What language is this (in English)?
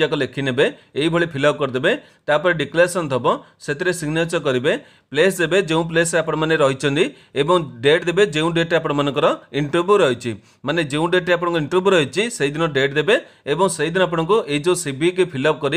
Odia